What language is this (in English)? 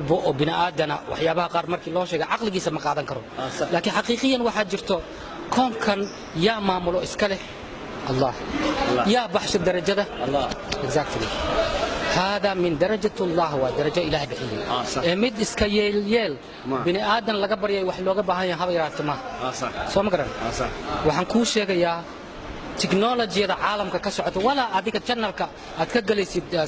Somali